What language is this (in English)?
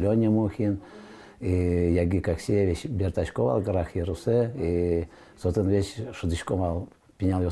Udmurt